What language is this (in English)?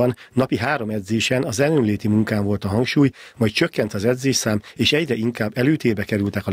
Hungarian